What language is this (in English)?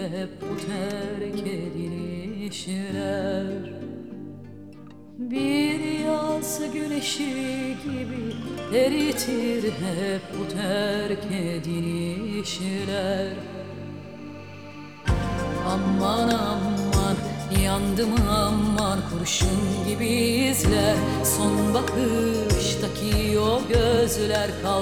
Turkish